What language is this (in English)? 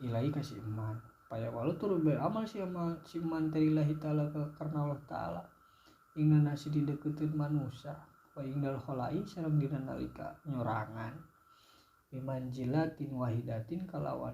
Sundanese